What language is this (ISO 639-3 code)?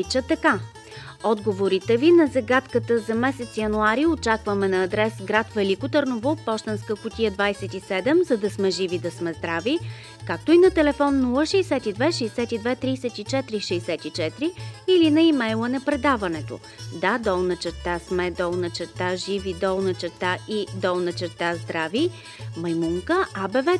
bul